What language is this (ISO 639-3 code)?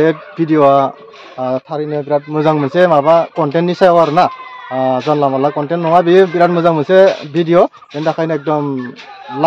brx